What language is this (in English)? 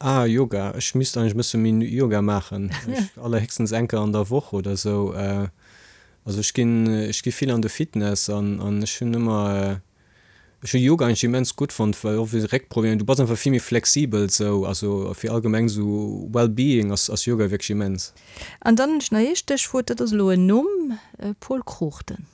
Luxembourgish